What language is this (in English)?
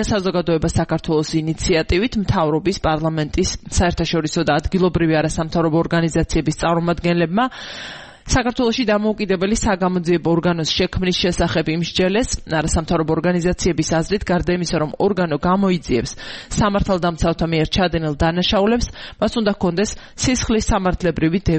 Georgian